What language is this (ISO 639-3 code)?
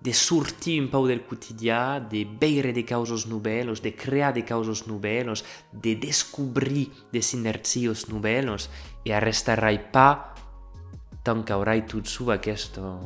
oci